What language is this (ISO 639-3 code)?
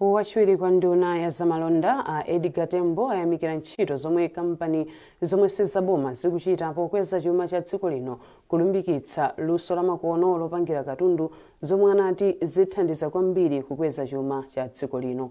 nya